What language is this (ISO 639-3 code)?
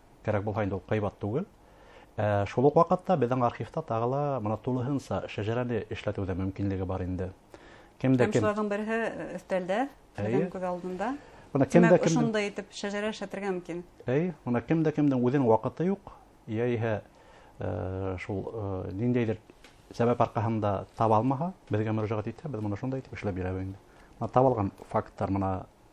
bak